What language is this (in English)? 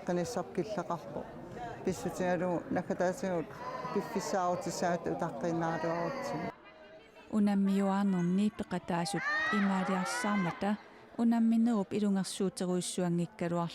Kalaallisut